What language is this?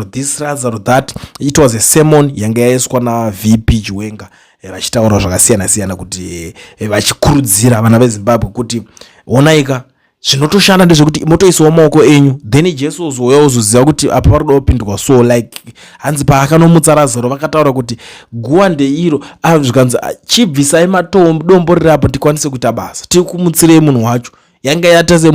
Shona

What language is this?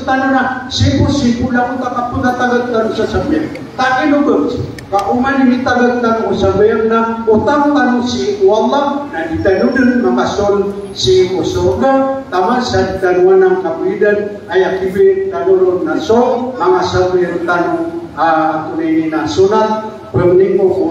Maranao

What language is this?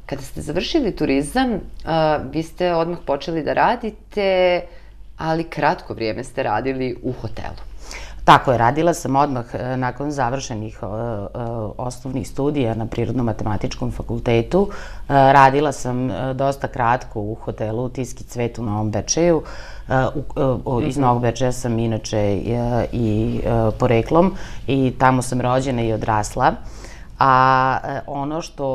Serbian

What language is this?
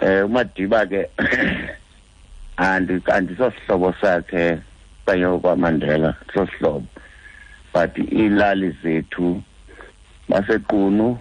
Xhosa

